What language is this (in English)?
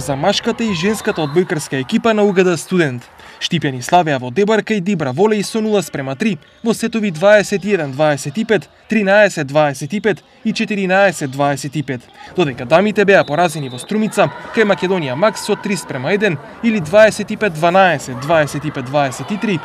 Macedonian